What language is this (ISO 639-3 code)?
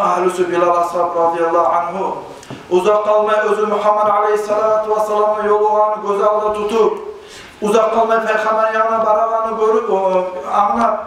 kum